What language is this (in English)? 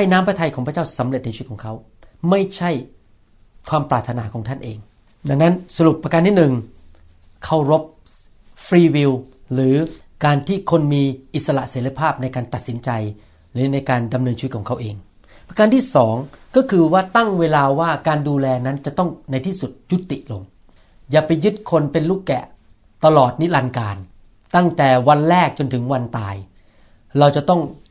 Thai